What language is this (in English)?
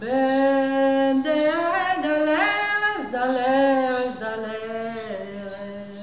Breton